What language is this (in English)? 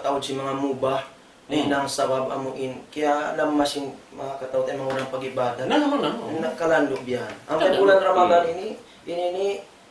Tausug